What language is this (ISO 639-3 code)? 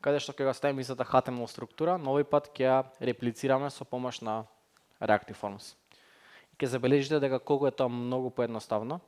mkd